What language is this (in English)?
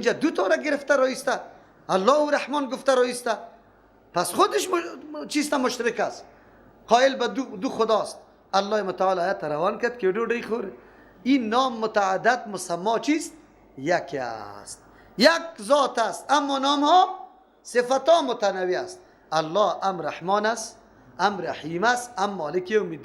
Persian